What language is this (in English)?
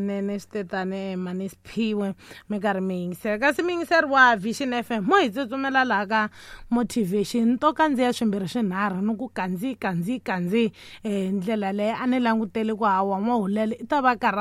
Tsonga